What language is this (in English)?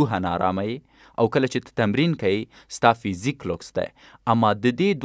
Pashto